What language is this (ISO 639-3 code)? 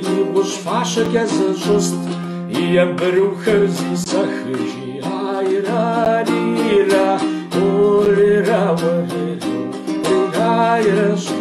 kbd